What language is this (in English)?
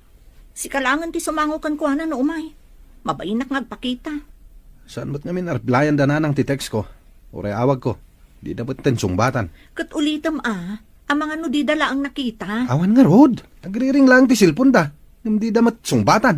Iloko